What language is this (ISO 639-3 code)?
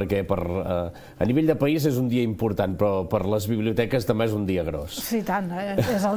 cat